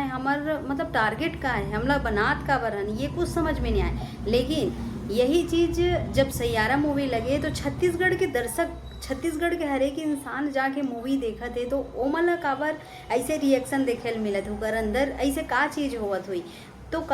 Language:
Chhattisgarhi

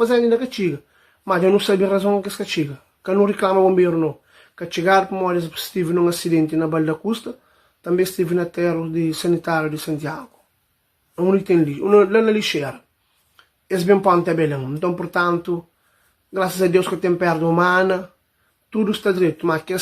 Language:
Kabuverdianu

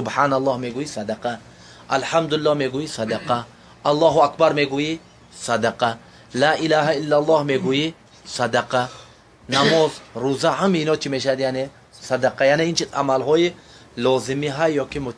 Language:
Tajik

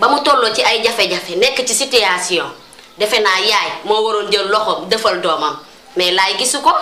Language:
Wolof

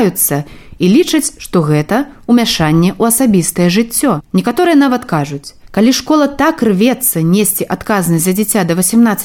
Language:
Belarusian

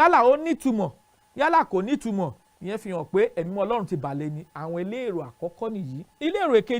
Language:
Yoruba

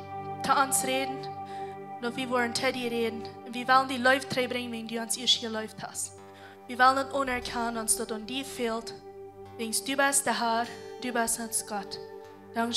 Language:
Plautdietsch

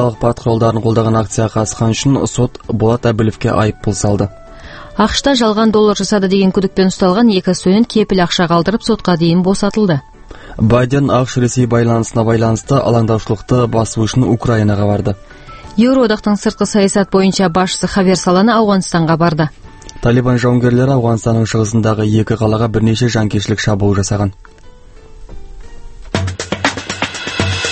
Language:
Kazakh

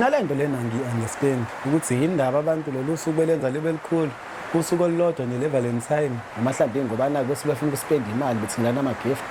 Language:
Zulu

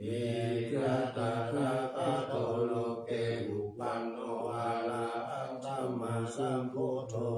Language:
Pali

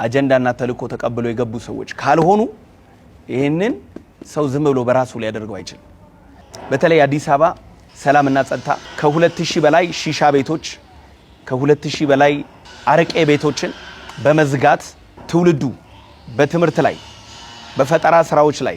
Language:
Amharic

